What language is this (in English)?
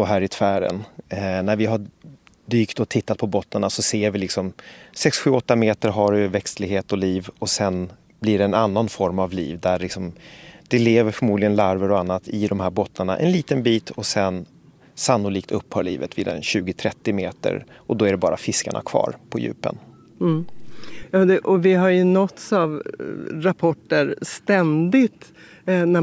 Swedish